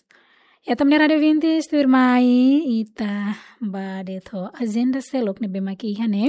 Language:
Tetum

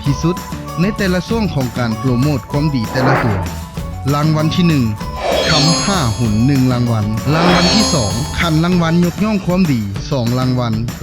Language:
Lao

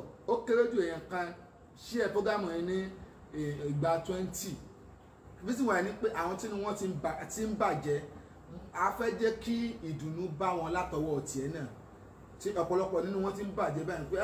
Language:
Yoruba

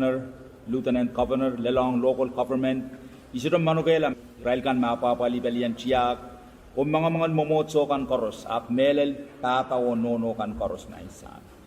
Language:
Pohnpeian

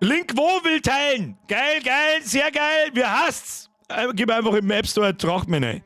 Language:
Bavarian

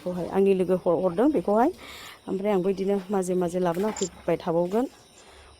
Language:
Bodo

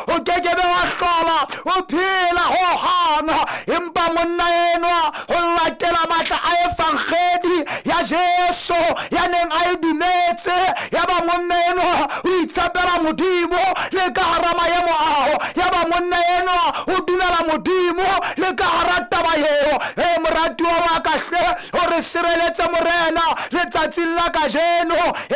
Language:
Southern Sotho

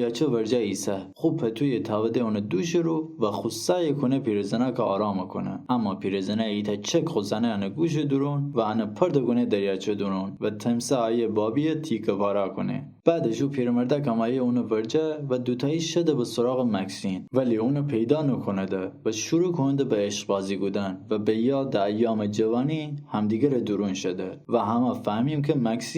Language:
Gilaki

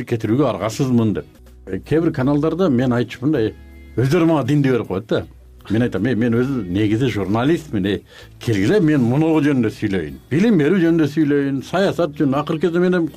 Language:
Kyrgyz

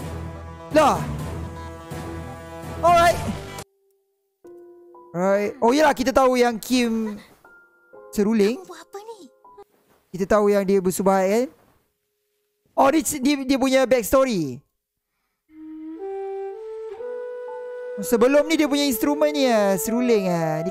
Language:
Malay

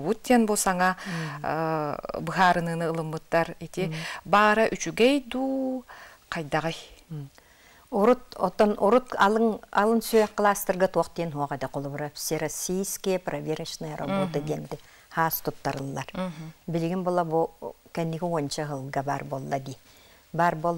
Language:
Yakut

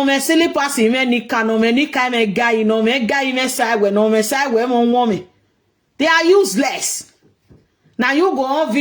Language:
Nigerian Pidgin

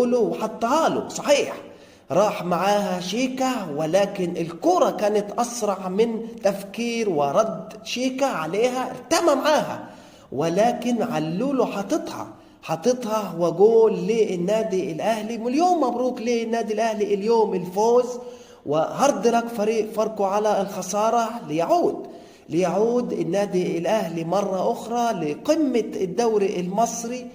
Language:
Egyptian Arabic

